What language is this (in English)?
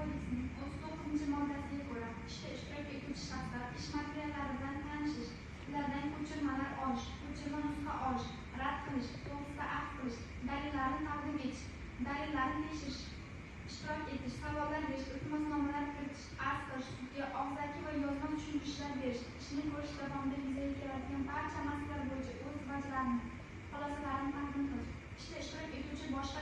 Uzbek